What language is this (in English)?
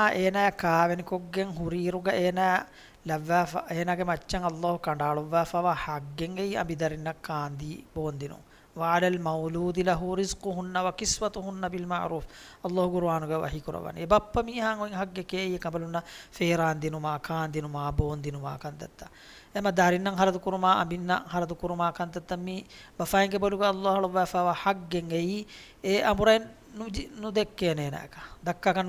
Divehi